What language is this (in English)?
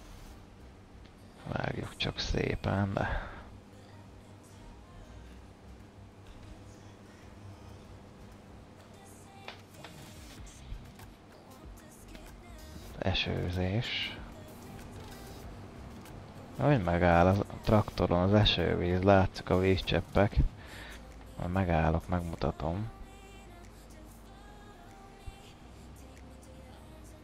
Hungarian